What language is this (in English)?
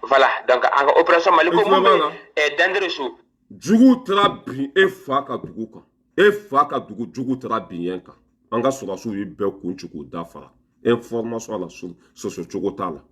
Bambara